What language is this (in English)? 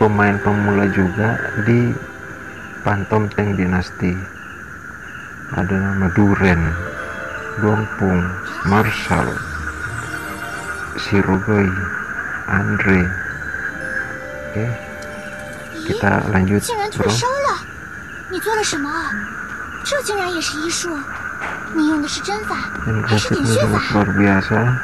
Indonesian